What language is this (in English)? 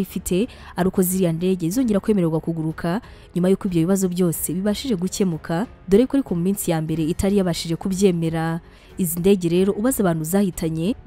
Kinyarwanda